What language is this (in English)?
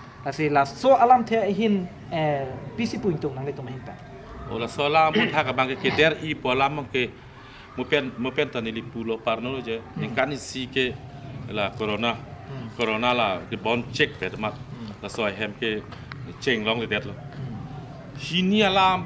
Karbi